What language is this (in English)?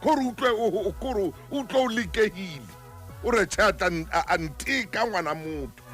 Southern Sotho